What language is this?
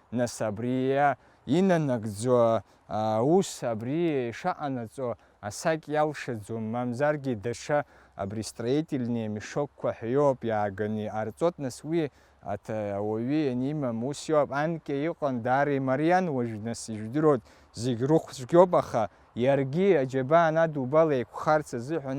Abkhazian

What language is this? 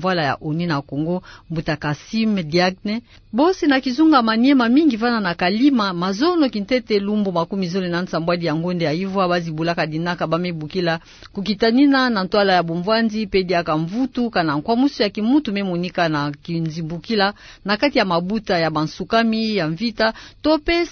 Kituba (Democratic Republic of Congo)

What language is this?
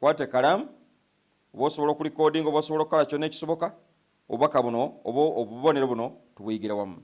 Ganda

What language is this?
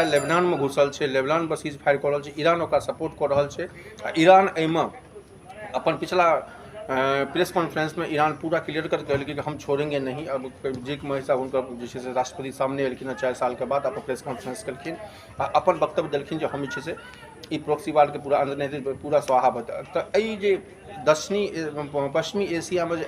Maithili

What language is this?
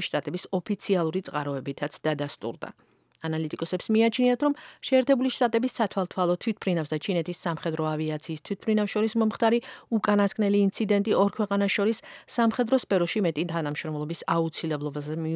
Georgian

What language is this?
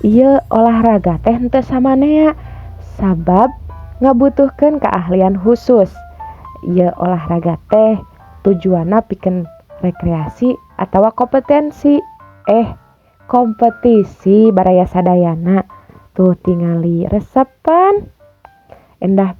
Sundanese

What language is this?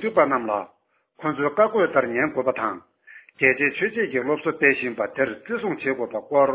Tibetan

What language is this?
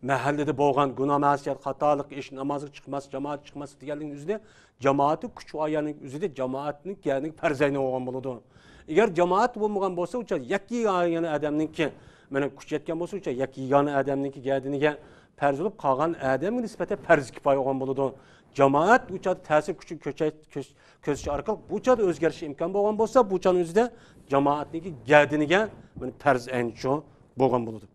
Uyghur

